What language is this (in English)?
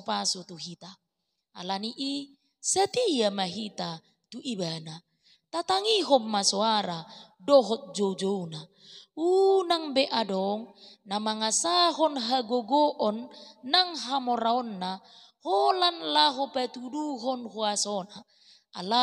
Batak Toba